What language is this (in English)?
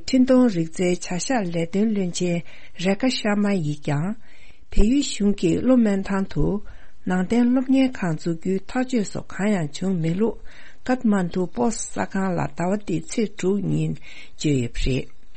Tibetan